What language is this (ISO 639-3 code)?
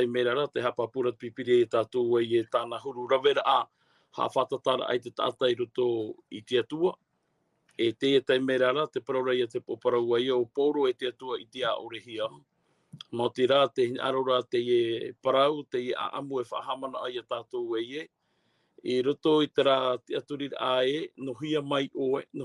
tah